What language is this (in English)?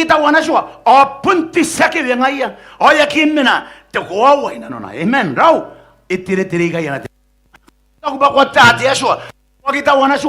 Gilbertese